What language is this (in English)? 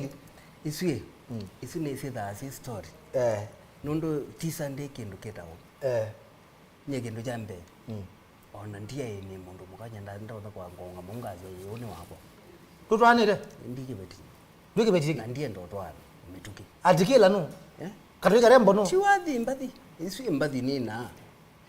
Kamba